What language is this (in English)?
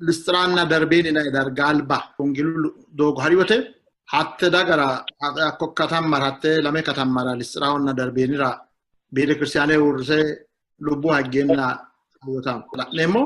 Sidamo